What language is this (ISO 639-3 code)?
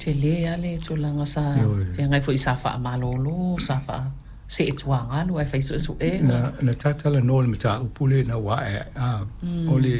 smo